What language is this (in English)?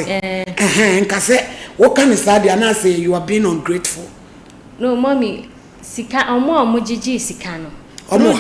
Akan